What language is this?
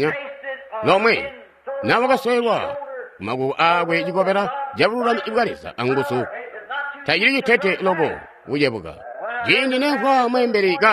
Tonga (Zambia)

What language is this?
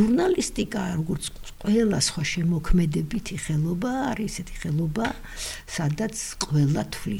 Georgian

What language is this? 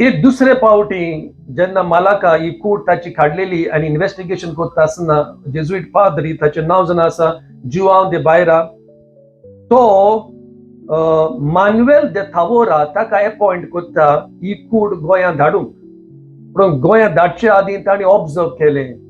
Konkani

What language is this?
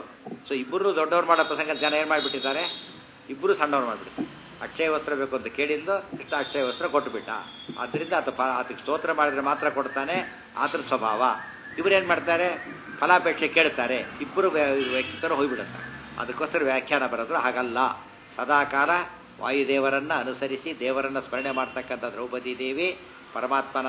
Kannada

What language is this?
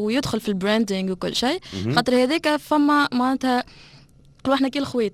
Tunisian Arabic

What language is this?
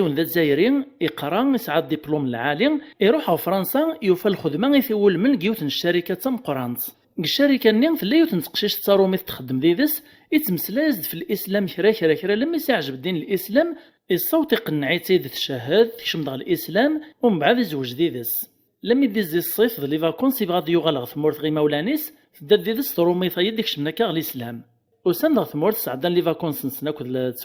Kabyle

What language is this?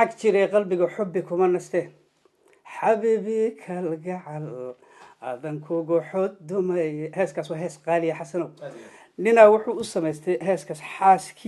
Somali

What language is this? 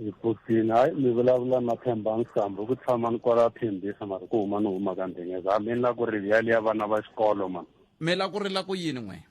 Tsonga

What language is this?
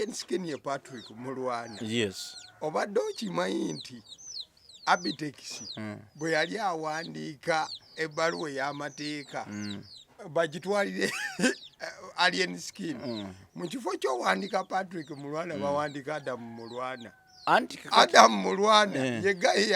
Ganda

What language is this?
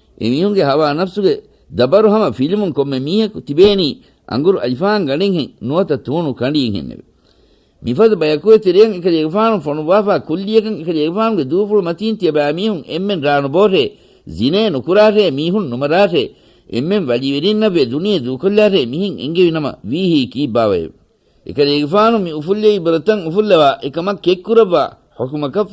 Divehi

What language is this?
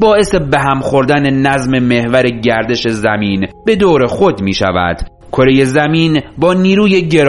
Persian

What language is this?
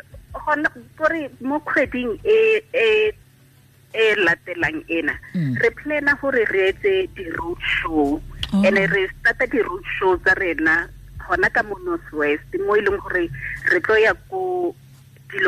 Tswana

